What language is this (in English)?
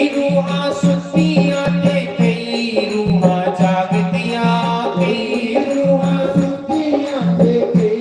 Dogri